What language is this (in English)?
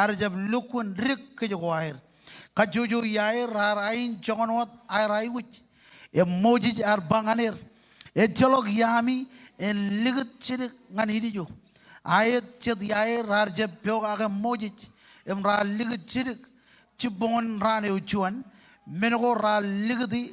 Marshallese